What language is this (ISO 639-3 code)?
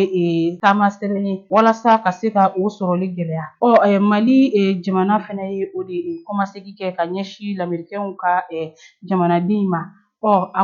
bam